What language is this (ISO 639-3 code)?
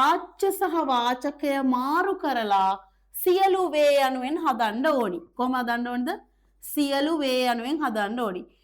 sin